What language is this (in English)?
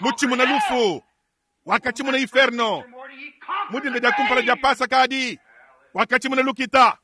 Luba-Lulua